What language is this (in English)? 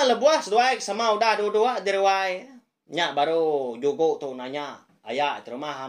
Iban